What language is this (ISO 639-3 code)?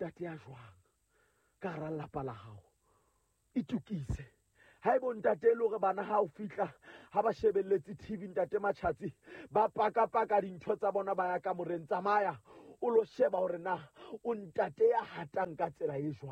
sot